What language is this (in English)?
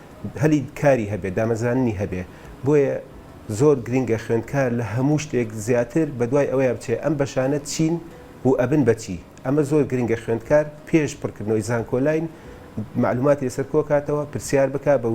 Central Kurdish